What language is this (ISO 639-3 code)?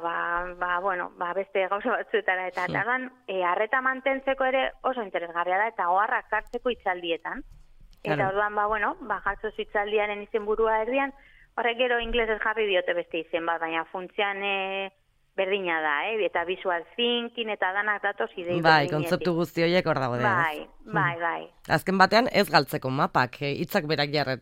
eus